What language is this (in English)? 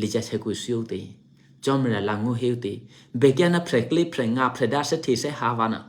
Eastern Kayah